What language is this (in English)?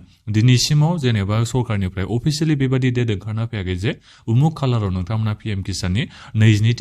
Bodo